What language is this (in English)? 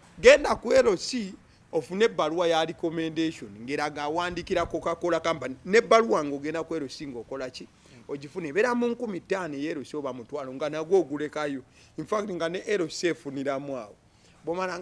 Ganda